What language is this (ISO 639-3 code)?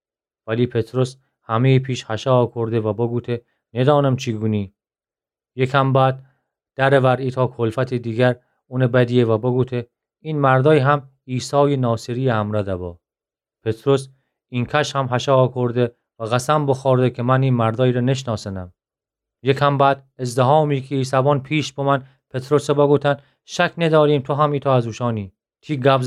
glk